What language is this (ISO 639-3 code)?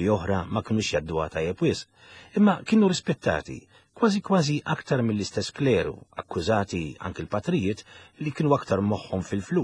mlt